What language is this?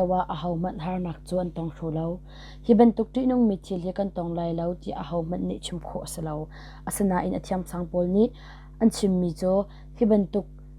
Hakha Chin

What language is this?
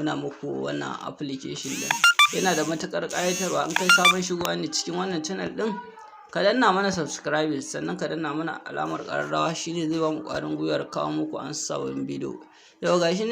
Hausa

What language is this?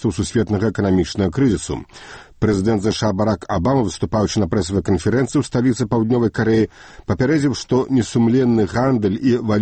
Belarusian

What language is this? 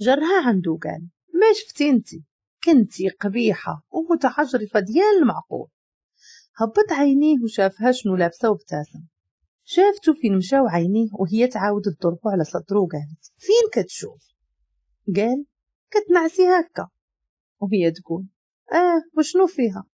Moroccan Arabic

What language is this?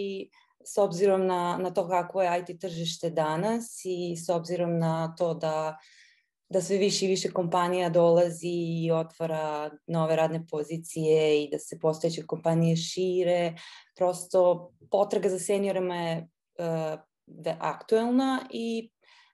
Serbian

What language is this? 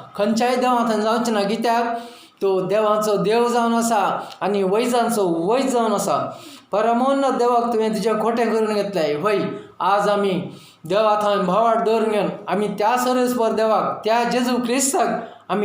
Konkani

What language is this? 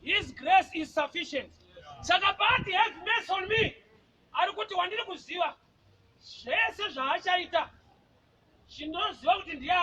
Shona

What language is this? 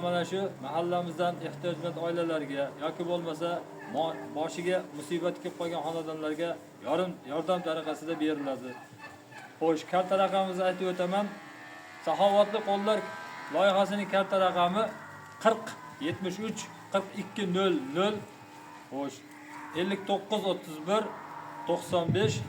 Uzbek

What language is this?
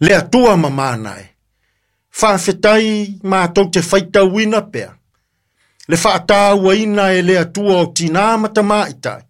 Samoan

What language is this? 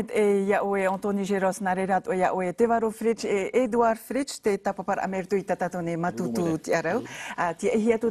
Tahitian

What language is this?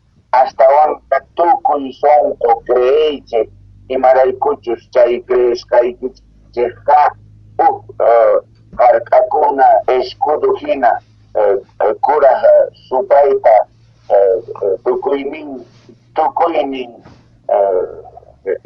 South Bolivian Quechua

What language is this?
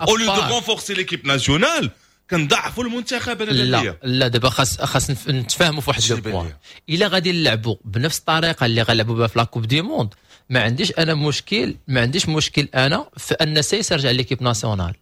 Moroccan Arabic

